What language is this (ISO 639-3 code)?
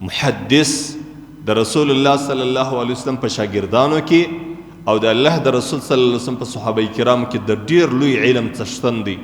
pus